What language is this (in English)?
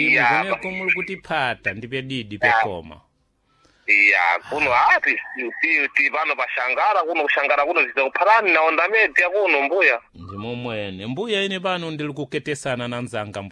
Sena